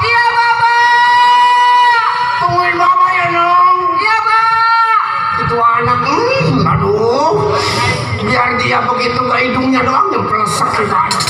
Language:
Betawi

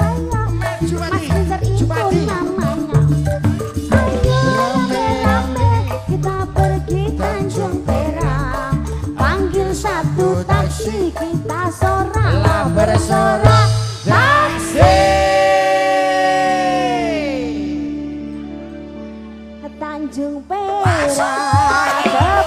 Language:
Indonesian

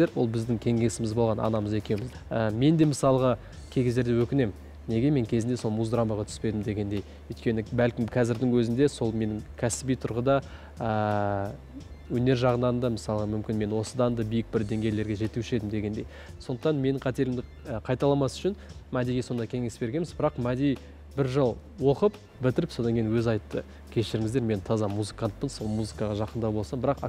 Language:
Kazakh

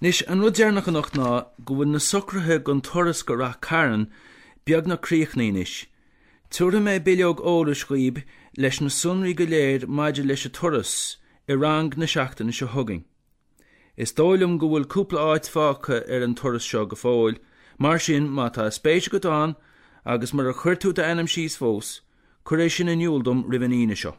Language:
Irish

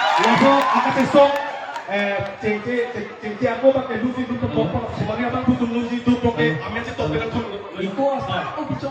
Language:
Karbi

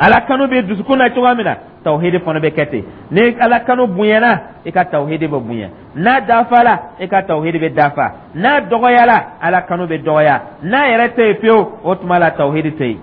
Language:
Dyula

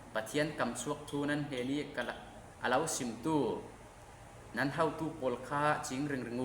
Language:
Falam Chin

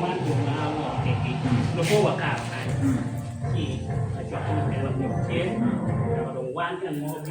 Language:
Acoli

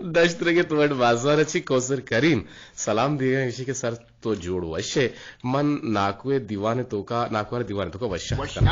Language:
Eastern Balochi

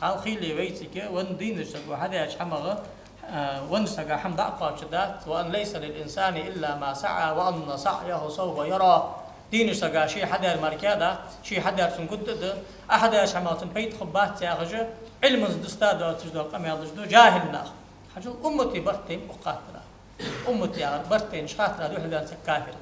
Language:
Ingush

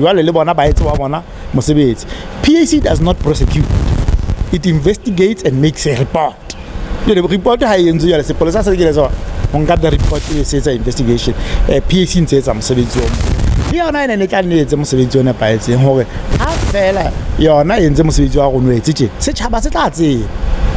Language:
Southern Sotho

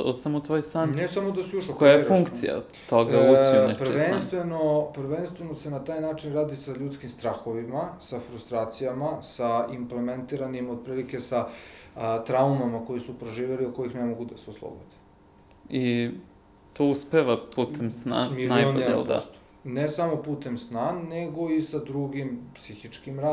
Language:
Serbian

